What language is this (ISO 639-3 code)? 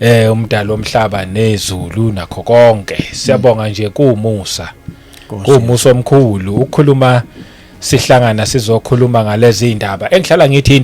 zul